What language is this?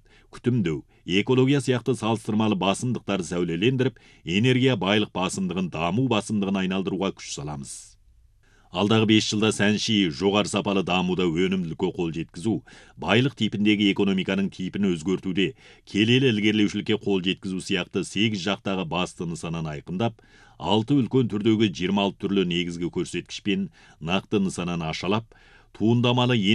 Kazakh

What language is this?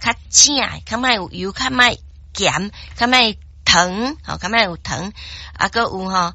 Min Nan Chinese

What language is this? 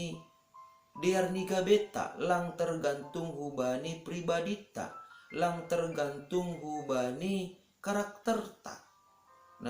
Batak Simalungun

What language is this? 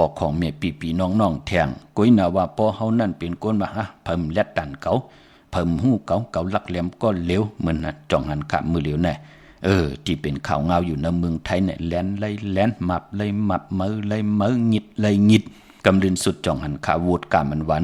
Shan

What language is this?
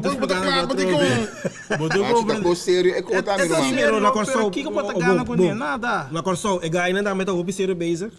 Papiamento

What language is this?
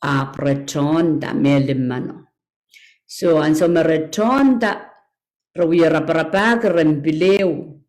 Pohnpeian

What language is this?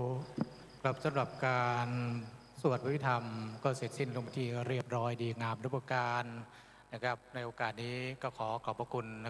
Thai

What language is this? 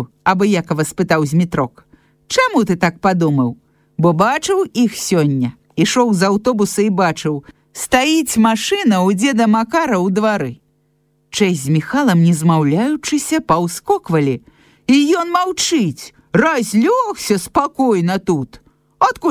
Belarusian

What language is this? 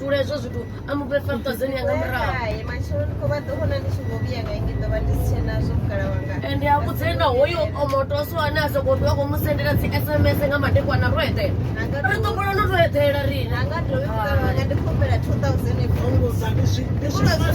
Venda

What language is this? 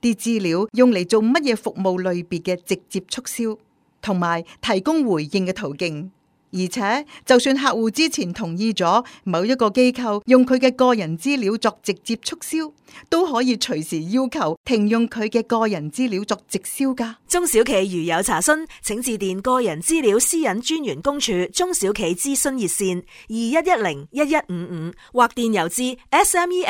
Cantonese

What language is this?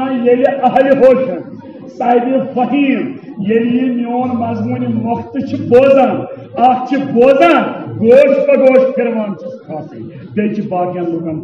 Kashmiri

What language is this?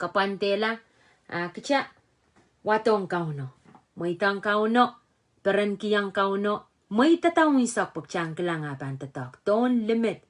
Pohnpeian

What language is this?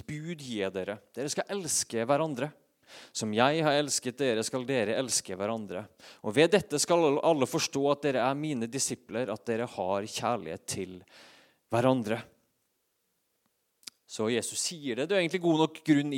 Norwegian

